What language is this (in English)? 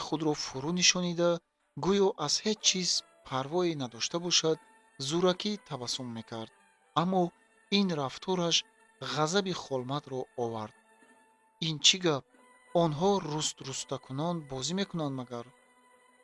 Tajik